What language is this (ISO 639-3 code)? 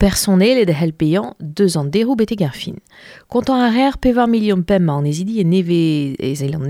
bre